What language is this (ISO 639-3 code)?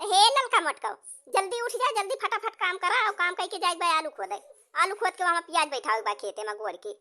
awa